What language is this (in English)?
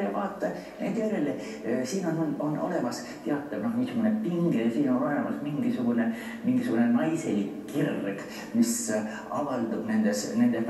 Estonian